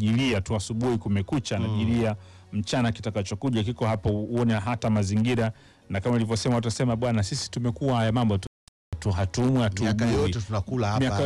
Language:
Swahili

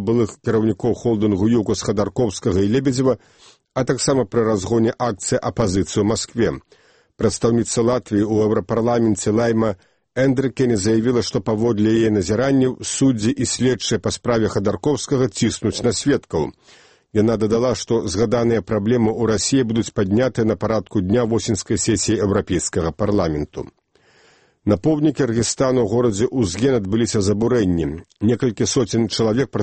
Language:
Belarusian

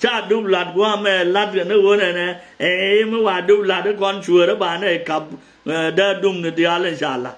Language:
Nuer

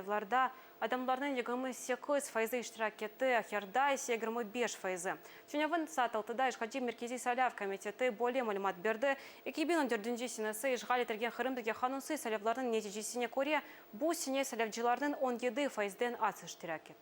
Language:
Crimean Tatar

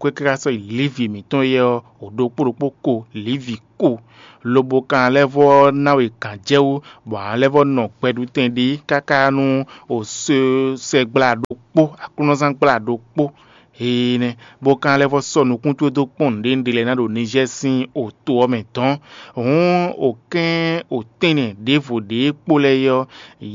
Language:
Fon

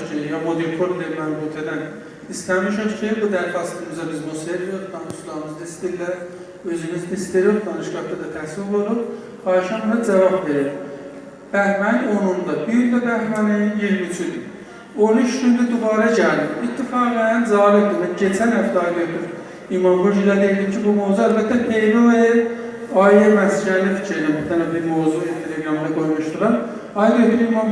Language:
South Azerbaijani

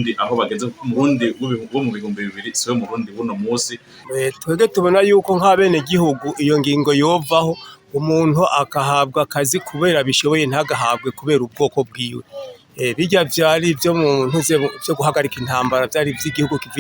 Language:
Rundi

